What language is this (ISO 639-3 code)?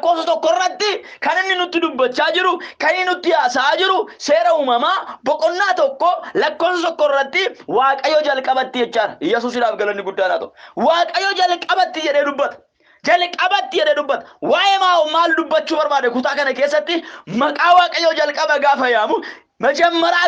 orm